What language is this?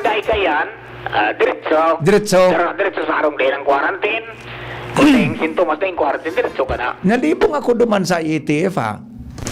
Bikol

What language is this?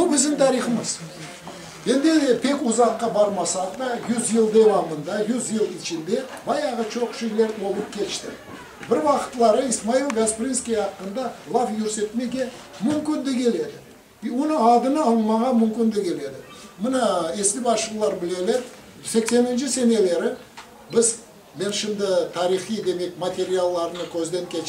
Crimean Tatar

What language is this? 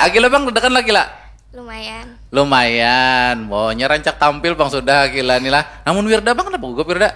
Banjar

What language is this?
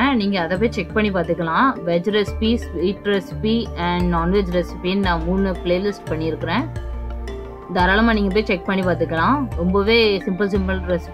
Tamil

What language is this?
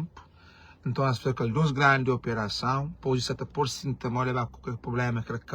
Kabuverdianu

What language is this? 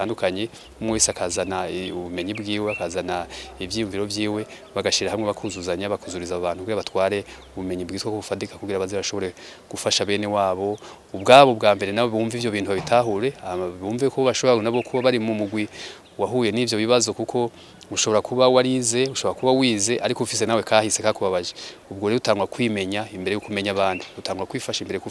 Rundi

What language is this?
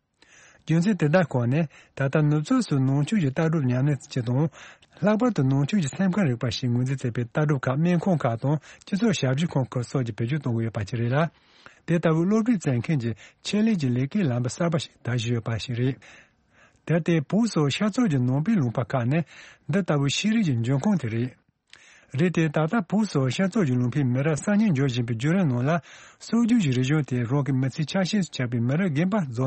Tibetan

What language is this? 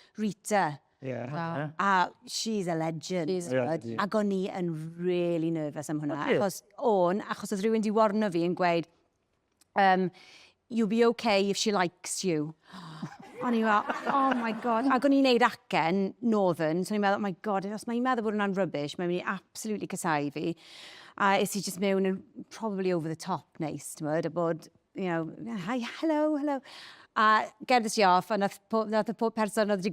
Welsh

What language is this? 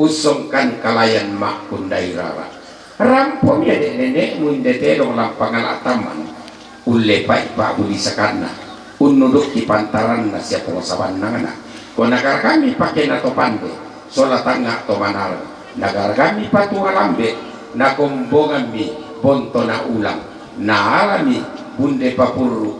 Toraja-Sa'dan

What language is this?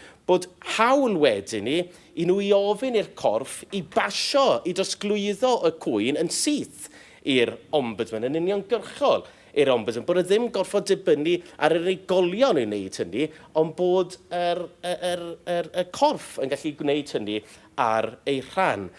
Welsh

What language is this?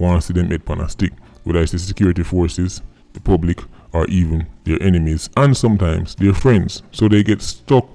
Jamaican Creole English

